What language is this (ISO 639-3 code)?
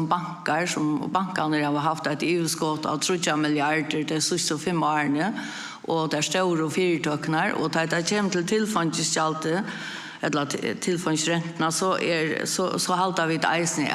fao